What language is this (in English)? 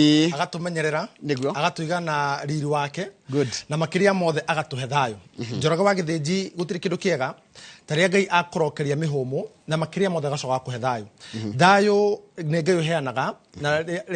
Kikuyu